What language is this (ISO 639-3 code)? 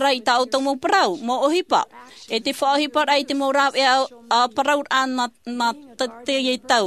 tah